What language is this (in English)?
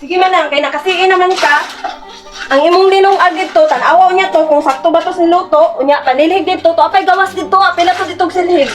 Cebuano